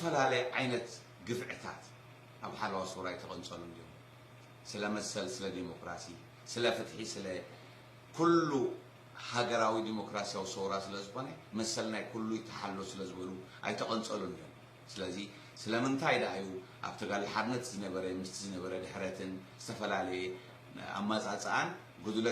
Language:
Tigrinya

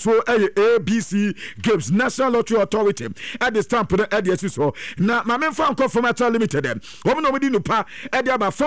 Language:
Akan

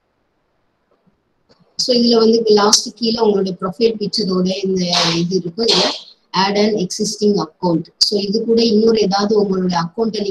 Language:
Tamil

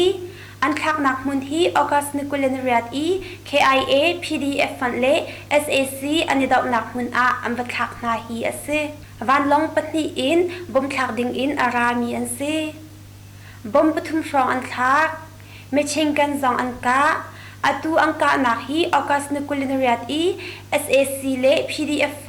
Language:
Hakha Chin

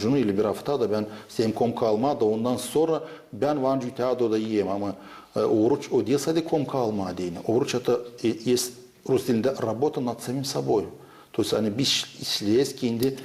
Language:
Gagauz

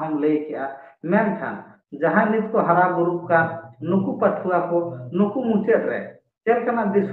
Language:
Santali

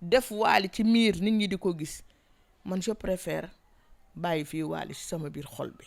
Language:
Wolof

